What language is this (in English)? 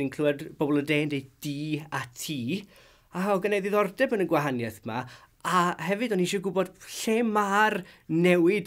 Welsh